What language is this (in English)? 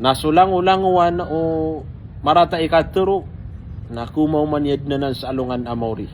Maranao